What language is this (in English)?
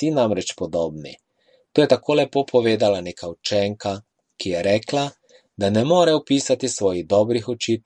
Slovenian